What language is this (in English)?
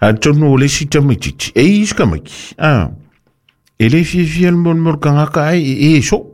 Samoan